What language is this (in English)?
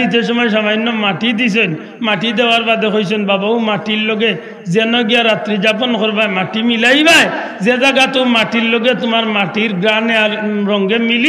Sylheti